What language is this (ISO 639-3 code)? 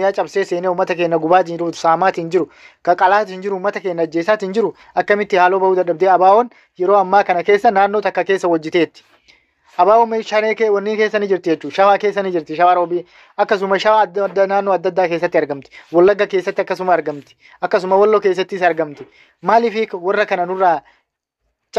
orm